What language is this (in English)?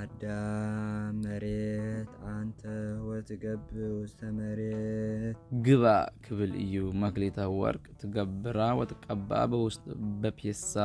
Tigrinya